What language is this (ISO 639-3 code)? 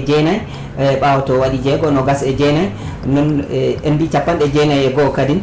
ful